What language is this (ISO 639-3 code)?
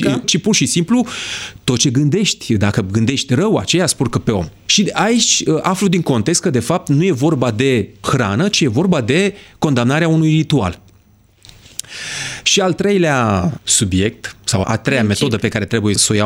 ron